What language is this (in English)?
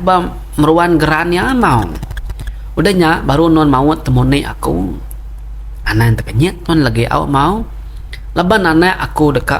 Iban